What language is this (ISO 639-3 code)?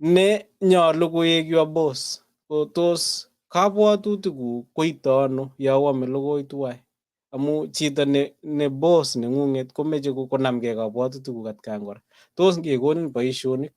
kln